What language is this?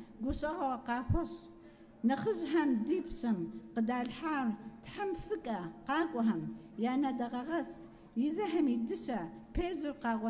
Kabardian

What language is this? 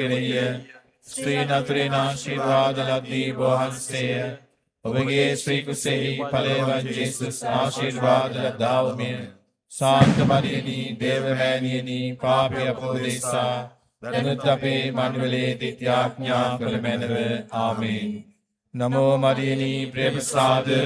Sinhala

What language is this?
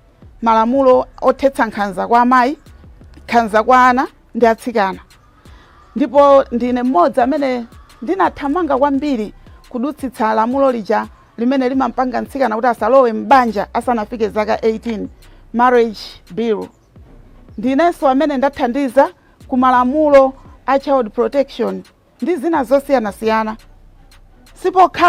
Nyanja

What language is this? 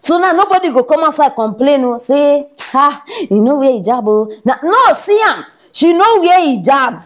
Nigerian Pidgin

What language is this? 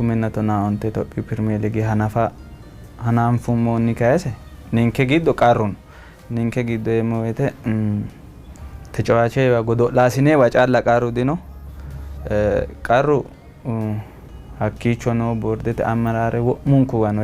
Sidamo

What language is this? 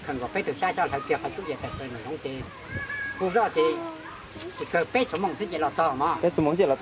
Hmong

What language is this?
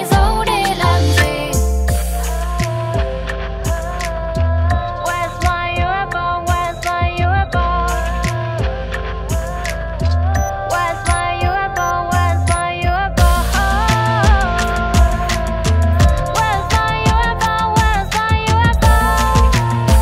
Vietnamese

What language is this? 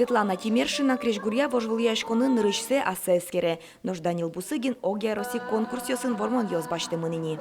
Udmurt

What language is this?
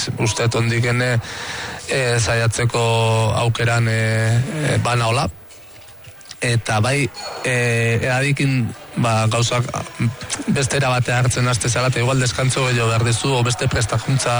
Basque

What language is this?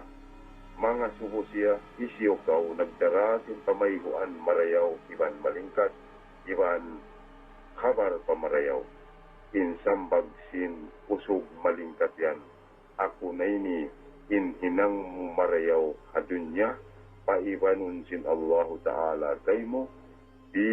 Tausug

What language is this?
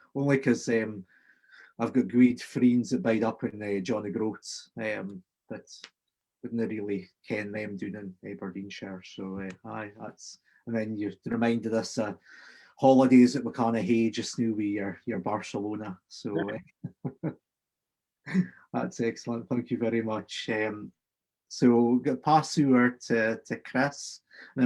Scots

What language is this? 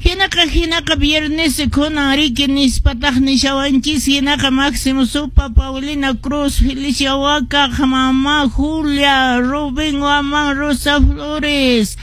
Quechua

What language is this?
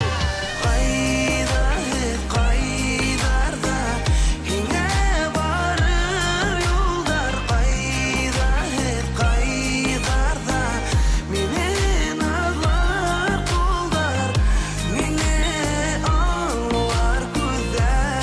Bashkir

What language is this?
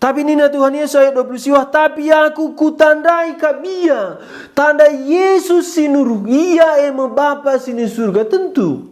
Batak Karo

